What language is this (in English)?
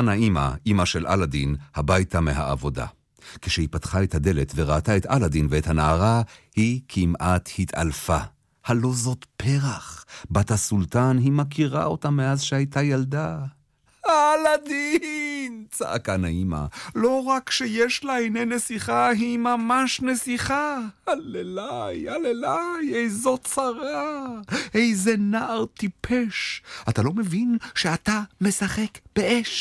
Hebrew